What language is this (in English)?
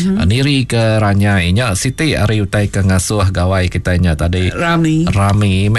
Iban